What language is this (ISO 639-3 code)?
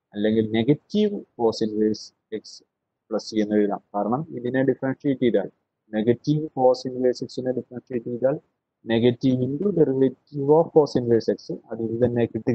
mal